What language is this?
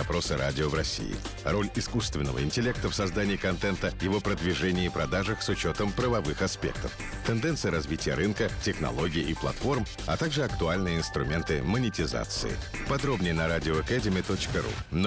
Russian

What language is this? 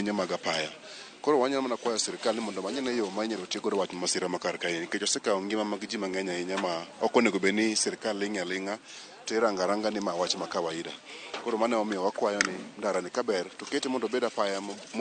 Luo (Kenya and Tanzania)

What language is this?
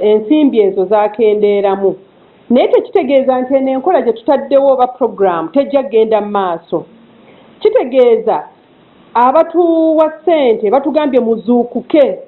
Ganda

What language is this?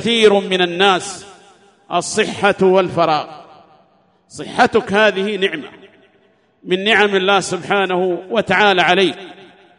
Arabic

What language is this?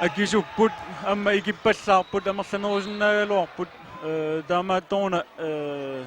Kalaallisut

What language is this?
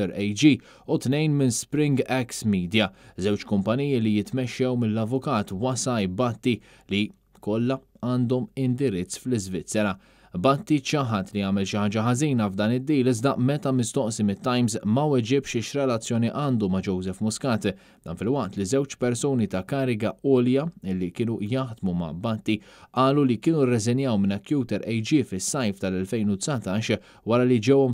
Maltese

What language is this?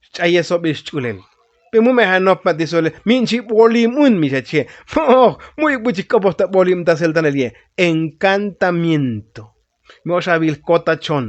Tzotzil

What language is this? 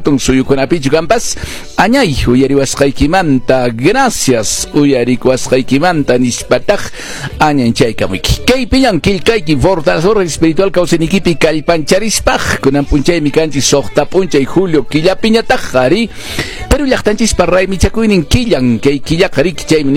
Quechua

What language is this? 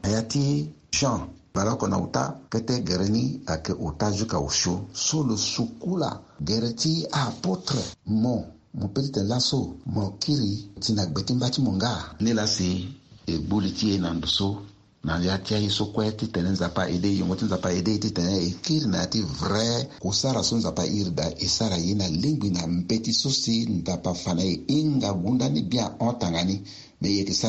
Sango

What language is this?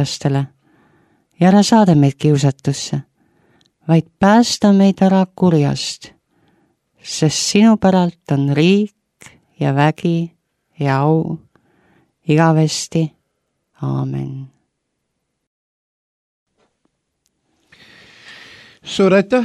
Estonian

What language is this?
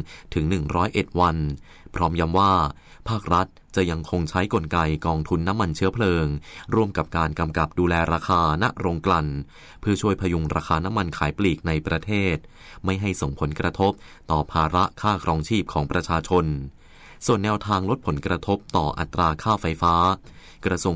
Thai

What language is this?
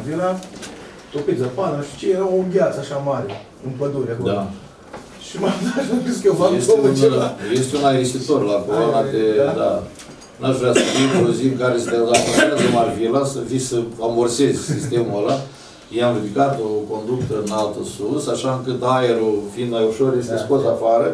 Romanian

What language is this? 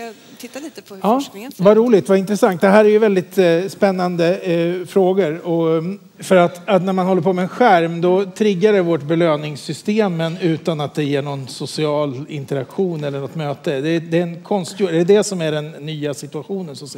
Swedish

